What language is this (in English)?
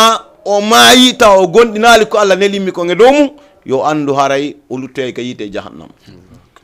Fula